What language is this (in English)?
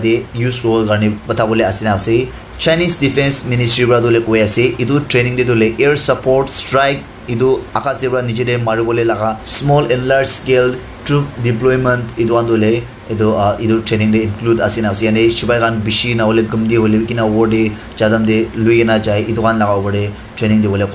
Naga Pidgin